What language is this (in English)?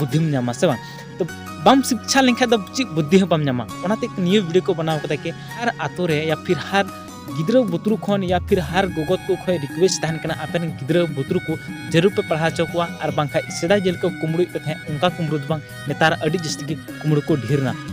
Santali